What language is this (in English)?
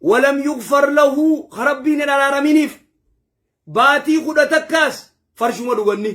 Oromo